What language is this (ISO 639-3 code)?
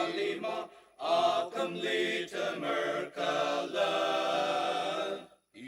njo